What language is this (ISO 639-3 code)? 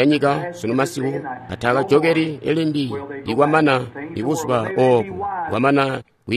toi